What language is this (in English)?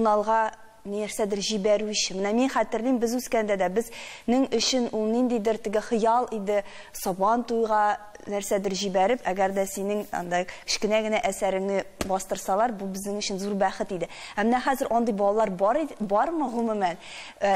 Tatar